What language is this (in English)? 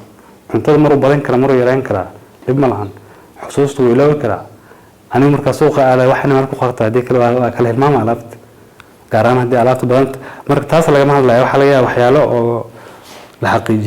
Somali